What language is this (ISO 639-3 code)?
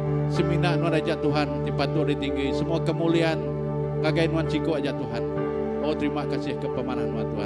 iba